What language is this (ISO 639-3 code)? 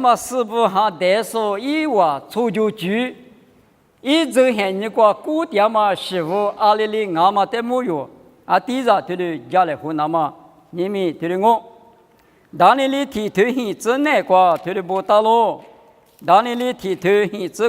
lis